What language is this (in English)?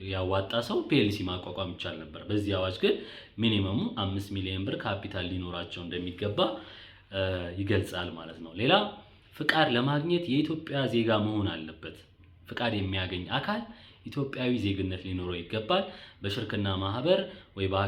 Amharic